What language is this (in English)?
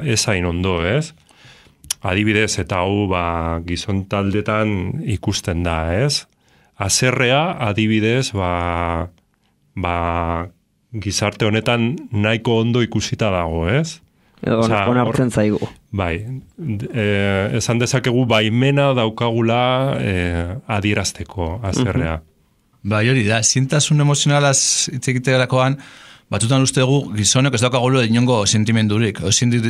Basque